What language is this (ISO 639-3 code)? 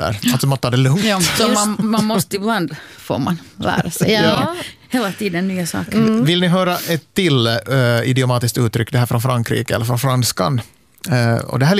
swe